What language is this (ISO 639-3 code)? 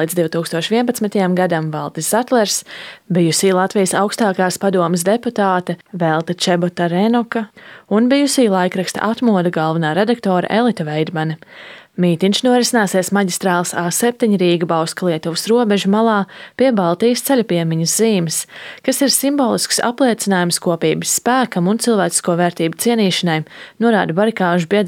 lav